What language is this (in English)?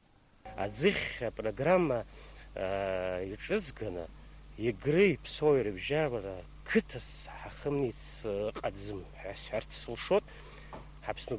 Abkhazian